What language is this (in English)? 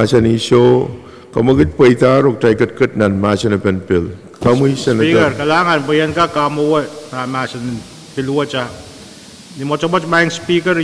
Pohnpeian